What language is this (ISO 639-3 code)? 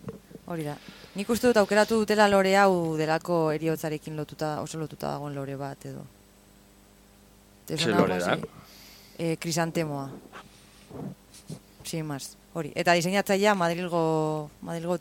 eus